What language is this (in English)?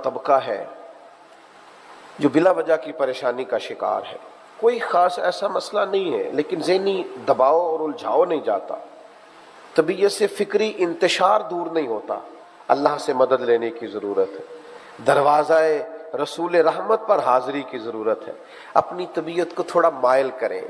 Urdu